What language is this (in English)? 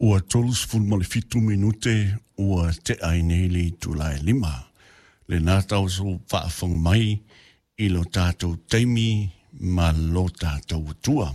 Samoan